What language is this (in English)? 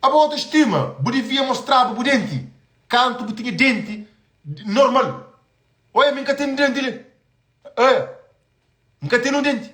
Kabuverdianu